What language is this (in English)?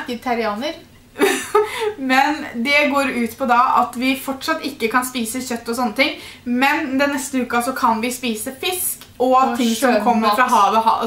Norwegian